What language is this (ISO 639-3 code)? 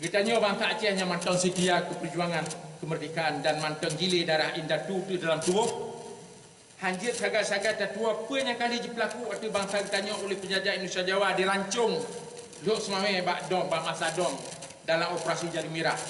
ace